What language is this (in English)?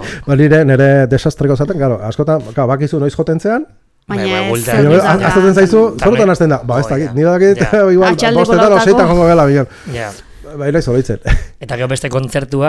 Basque